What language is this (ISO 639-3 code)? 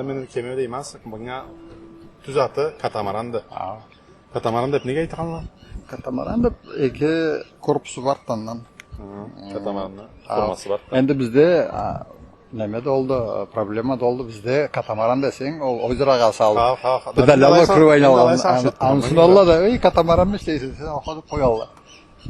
krc